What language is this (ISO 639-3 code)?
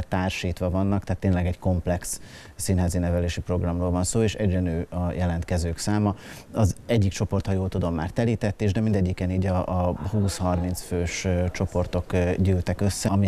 hun